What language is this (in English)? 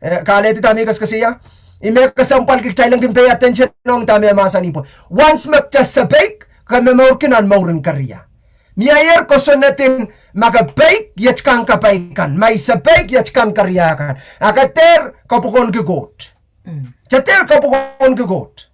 Pohnpeian